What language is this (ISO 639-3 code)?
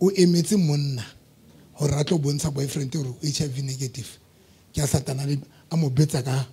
sot